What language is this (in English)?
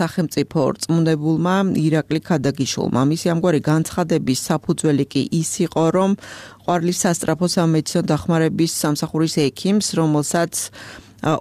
Georgian